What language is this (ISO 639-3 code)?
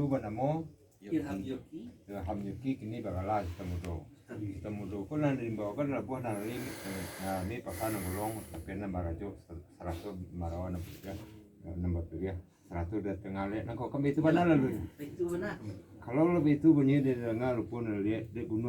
min